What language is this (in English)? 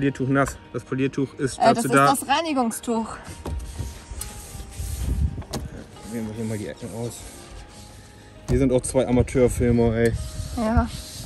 German